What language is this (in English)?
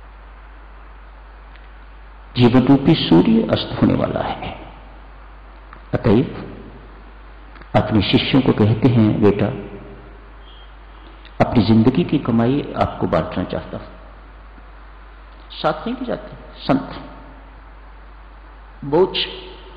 Hindi